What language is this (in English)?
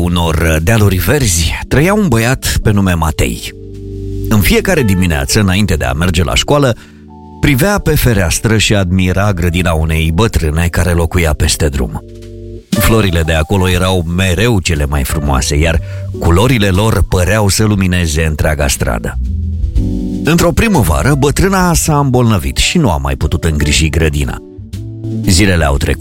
Romanian